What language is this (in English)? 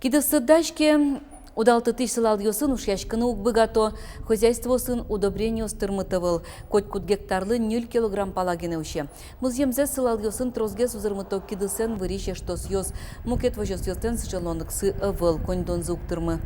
Udmurt